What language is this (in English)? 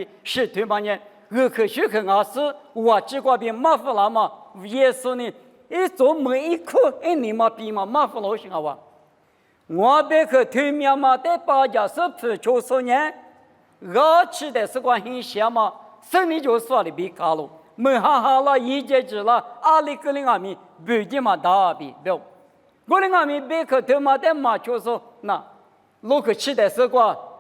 Lisu